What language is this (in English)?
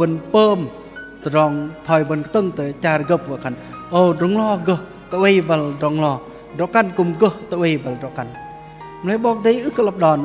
Bahnar